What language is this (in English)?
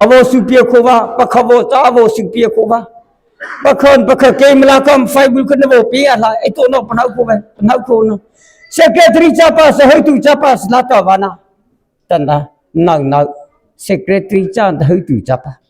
Mara Chin